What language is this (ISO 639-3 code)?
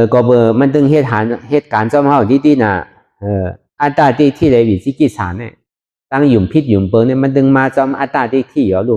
shn